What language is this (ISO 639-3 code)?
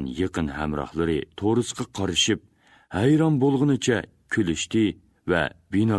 uig